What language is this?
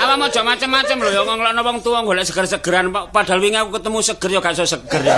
Javanese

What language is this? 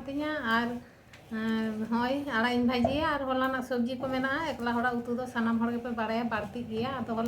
Santali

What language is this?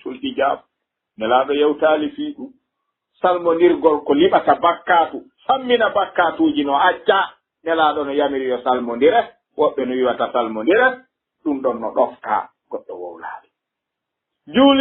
Fula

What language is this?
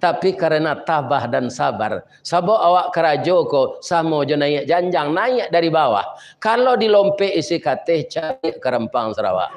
Minangkabau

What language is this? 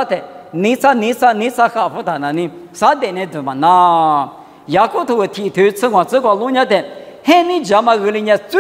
Lisu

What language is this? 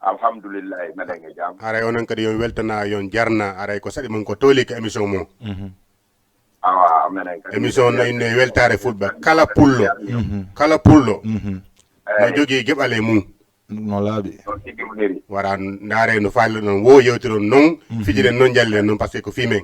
Fula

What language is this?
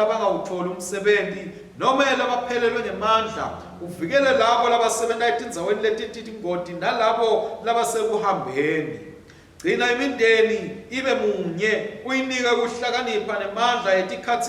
Swati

